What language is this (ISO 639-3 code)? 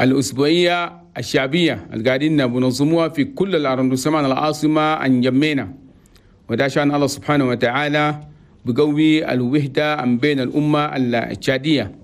shu